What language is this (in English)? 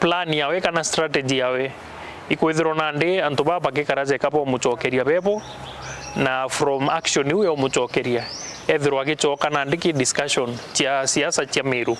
Meru